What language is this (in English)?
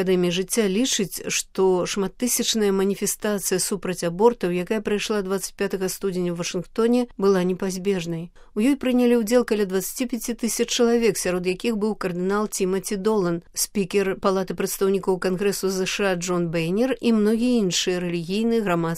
Belarusian